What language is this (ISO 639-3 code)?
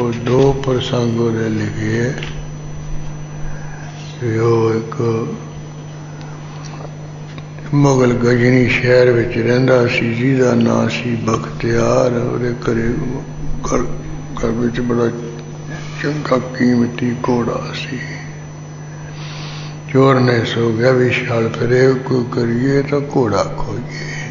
pan